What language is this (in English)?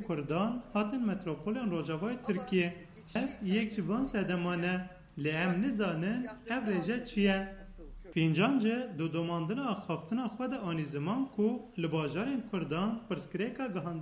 Kurdish